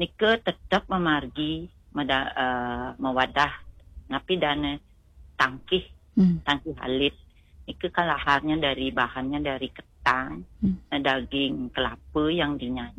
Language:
Balinese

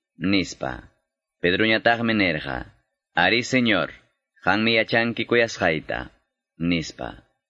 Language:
Quechua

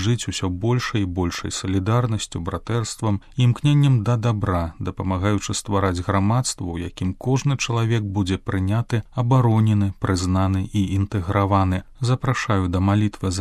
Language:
Belarusian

